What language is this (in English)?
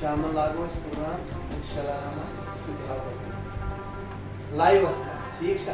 Kashmiri